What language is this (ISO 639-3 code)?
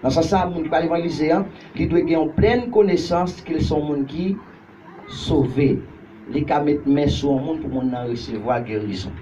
hat